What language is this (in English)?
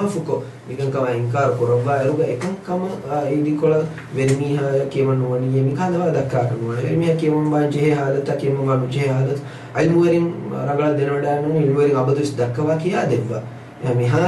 Divehi